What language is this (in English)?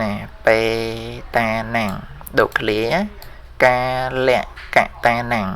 Khmer